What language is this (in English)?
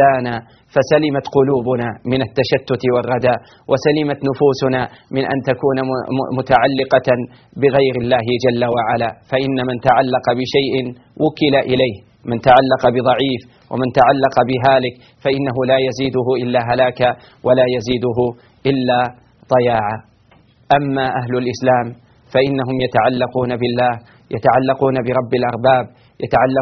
Arabic